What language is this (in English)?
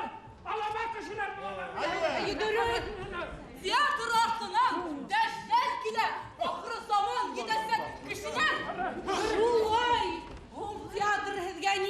Bashkir